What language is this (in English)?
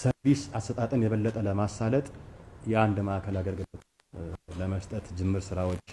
Amharic